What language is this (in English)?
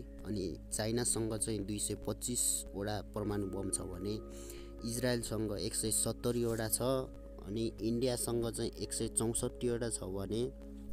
Nepali